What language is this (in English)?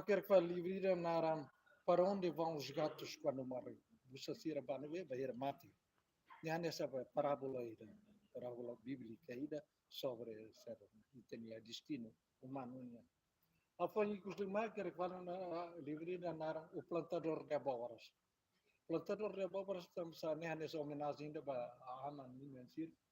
Tetum